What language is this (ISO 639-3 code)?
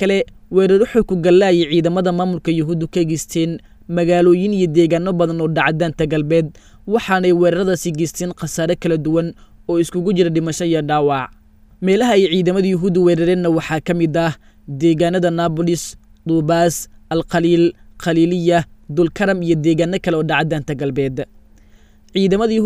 som